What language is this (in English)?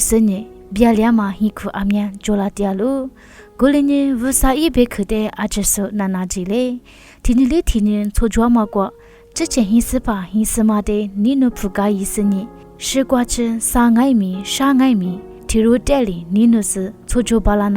Lisu